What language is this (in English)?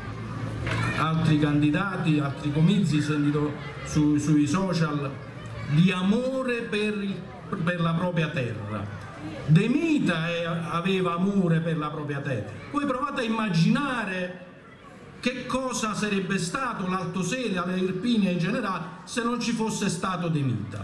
Italian